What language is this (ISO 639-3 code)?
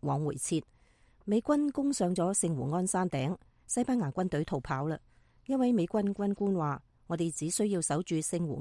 yue